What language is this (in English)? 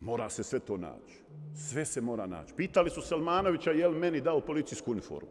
Bosnian